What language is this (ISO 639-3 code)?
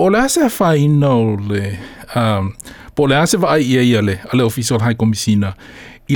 smo